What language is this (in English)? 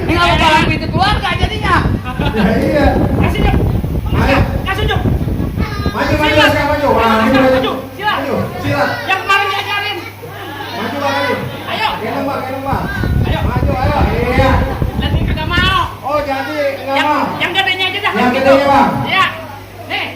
Betawi